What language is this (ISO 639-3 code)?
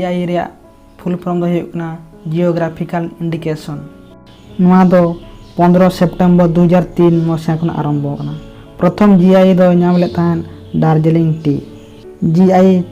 sat